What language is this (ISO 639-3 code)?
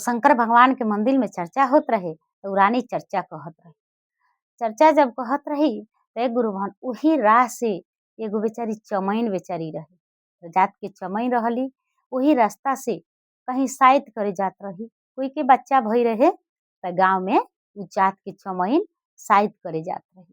bho